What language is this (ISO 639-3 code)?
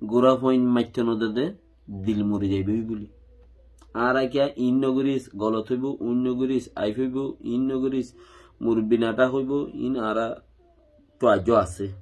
rhg